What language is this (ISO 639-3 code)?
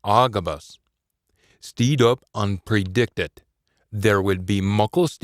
sco